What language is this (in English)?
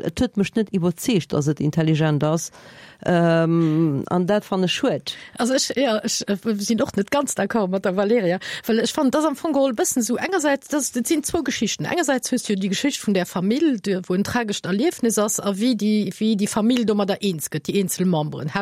Luxembourgish